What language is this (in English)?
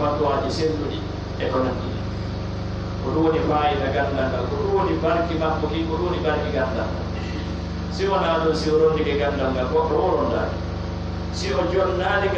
Pular